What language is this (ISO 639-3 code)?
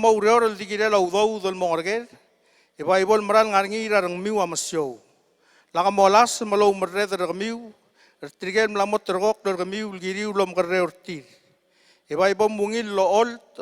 pau